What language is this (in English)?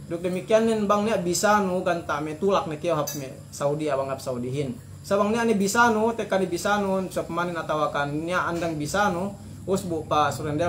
Yakan